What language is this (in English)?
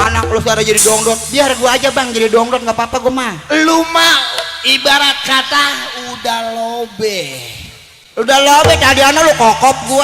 Betawi